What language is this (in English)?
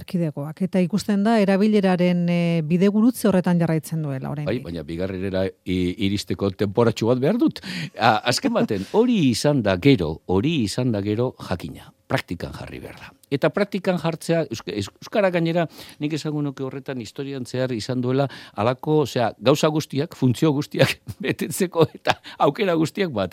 Basque